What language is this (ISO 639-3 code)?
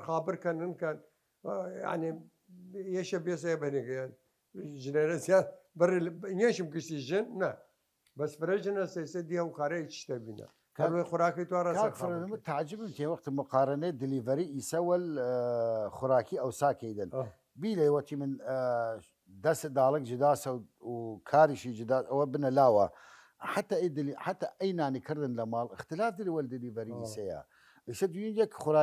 sdh